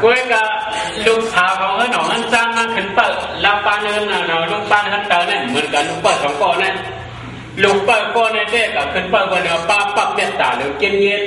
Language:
Shan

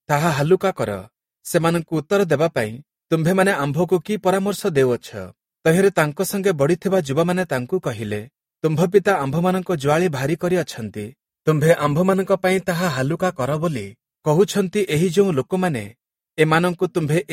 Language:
Odia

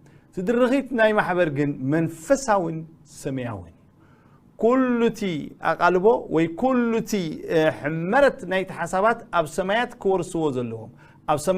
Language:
Tigrinya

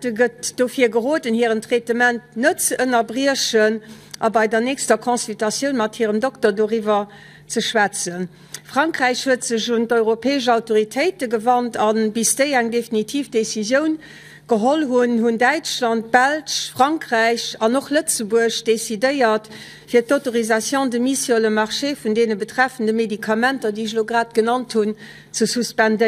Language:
Luxembourgish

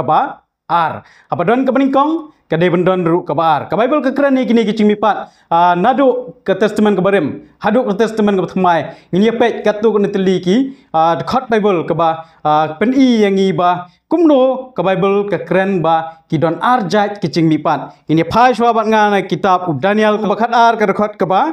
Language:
Khasi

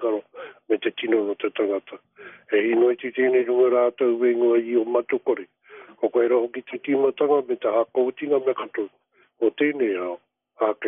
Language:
Māori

